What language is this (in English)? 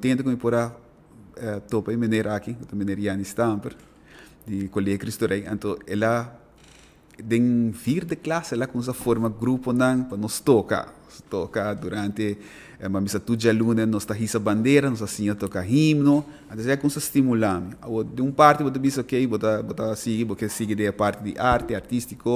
Papiamento